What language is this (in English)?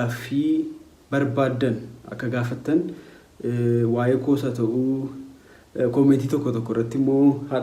Oromo